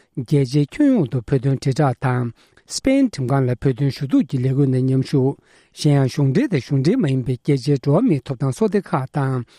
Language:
Tibetan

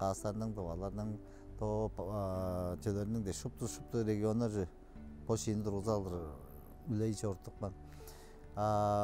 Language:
Tuvinian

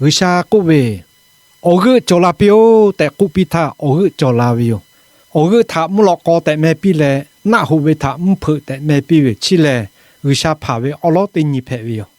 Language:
Lahu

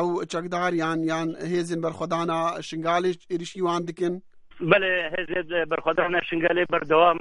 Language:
Kurdish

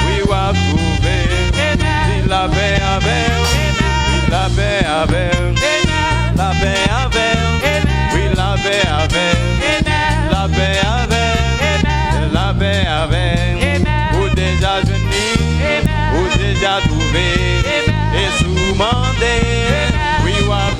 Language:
Haitian Creole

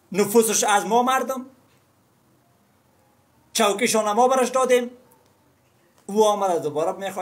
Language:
Persian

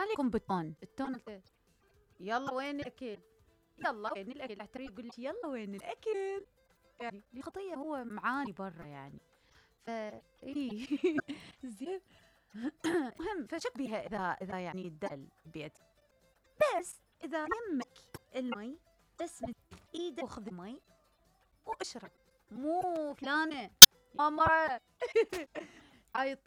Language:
Mesopotamian Arabic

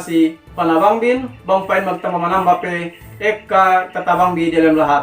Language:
Yakan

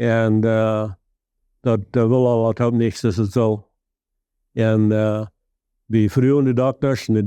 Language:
Plautdietsch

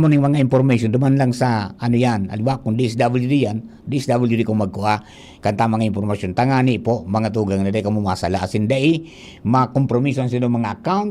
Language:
Bikol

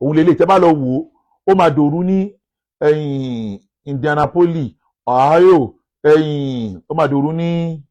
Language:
Yoruba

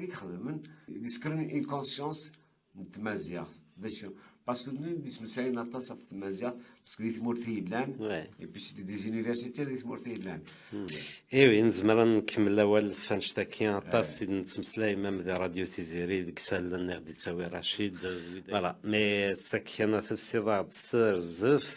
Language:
Kabyle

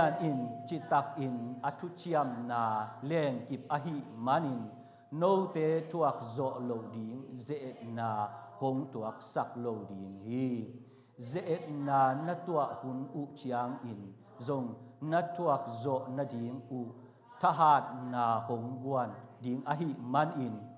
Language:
Tedim Chin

